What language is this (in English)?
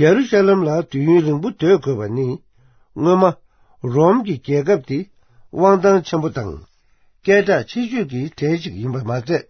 Tibetan